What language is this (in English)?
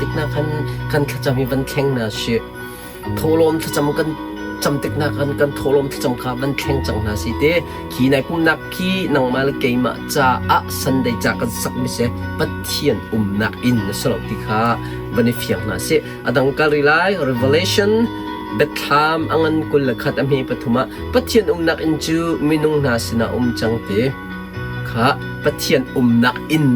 Hakha Chin